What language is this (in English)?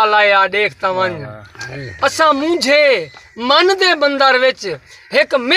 Saraiki